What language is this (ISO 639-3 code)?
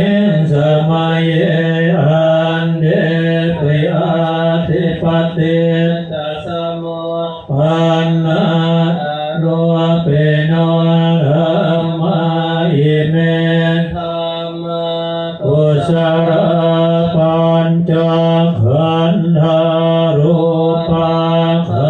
pli